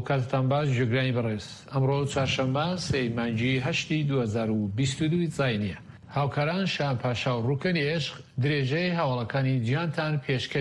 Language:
Central Kurdish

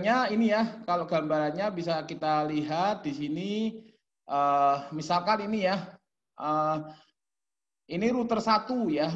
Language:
Indonesian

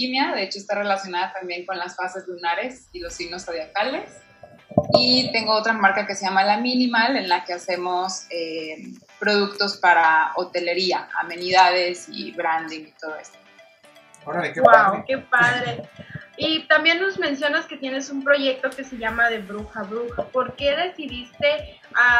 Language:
Spanish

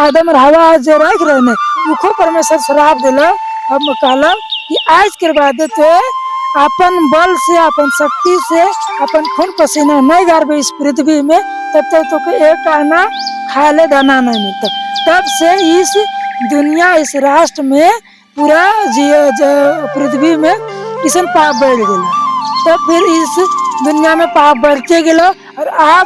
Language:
Sadri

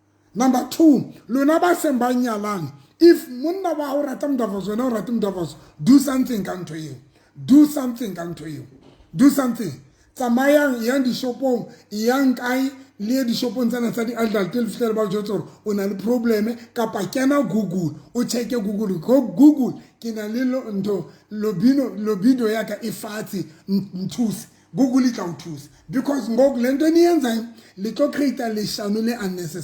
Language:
Southern Sotho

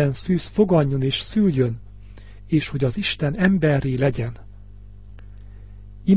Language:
Hungarian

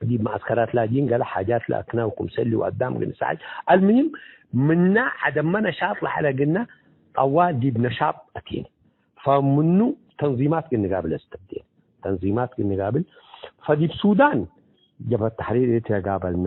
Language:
Tigre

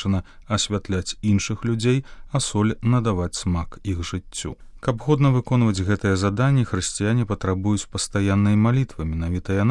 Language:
Belarusian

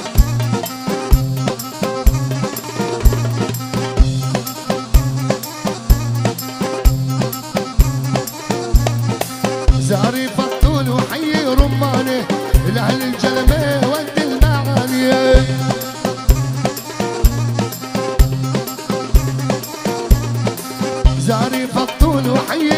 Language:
South Levantine Arabic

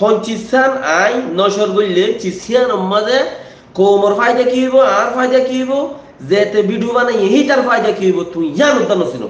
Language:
Rohingya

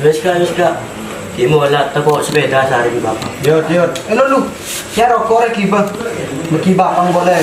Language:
Madurese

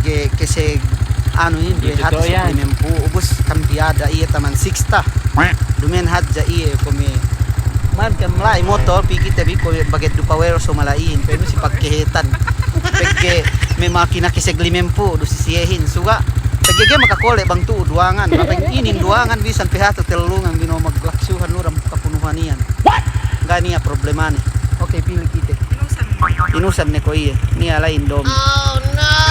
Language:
Yakan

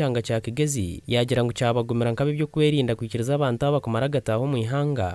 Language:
Nyankole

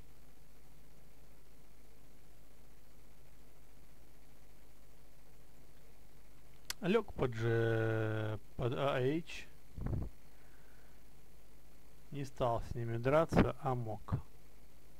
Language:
Russian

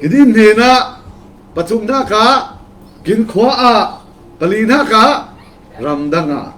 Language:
Falam Chin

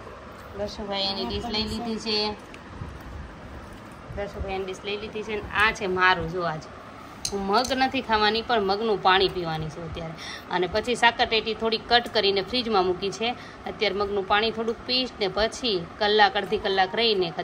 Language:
Gujarati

